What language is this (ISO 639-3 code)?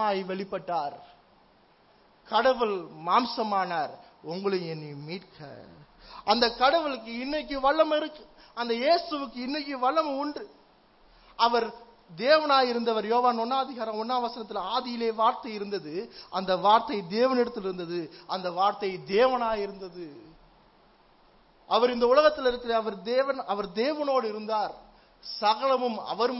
tam